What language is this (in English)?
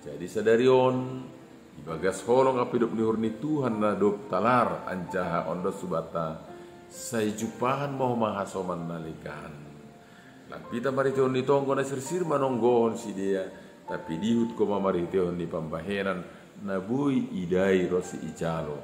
Batak Simalungun